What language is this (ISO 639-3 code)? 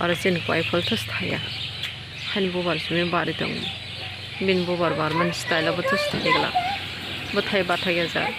trp